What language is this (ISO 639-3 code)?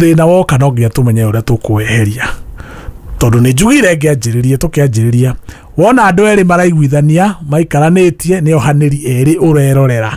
kik